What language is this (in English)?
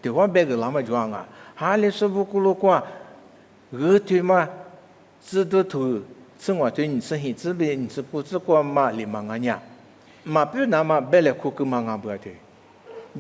Lisu